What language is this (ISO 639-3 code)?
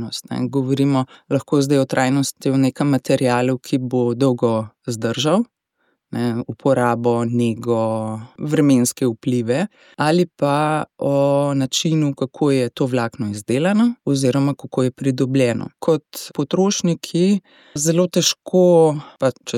slv